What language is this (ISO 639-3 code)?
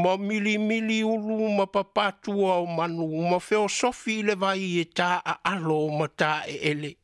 smo